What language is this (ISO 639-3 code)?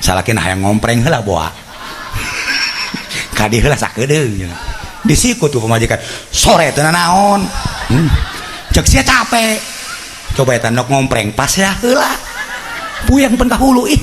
sun